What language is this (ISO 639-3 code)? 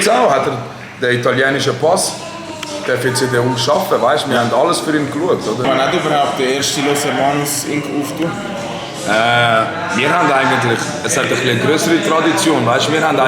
gsw